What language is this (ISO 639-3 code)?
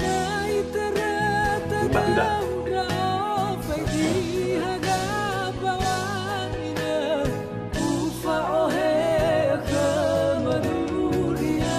nia